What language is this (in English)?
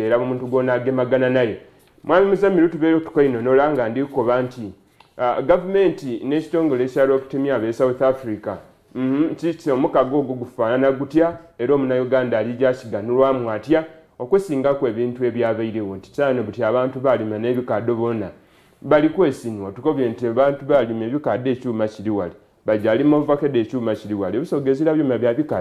Soga